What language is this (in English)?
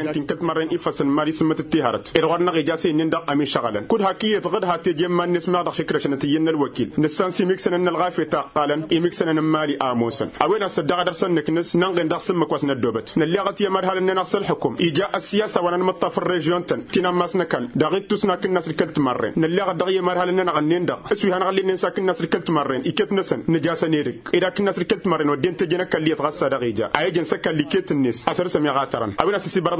Tamasheq